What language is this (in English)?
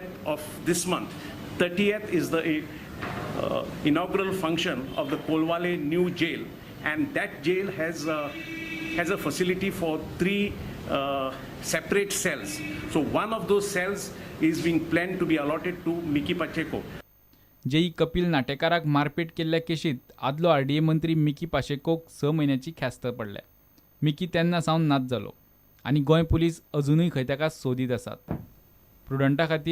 Konkani